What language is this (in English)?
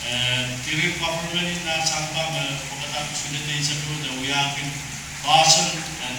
Pohnpeian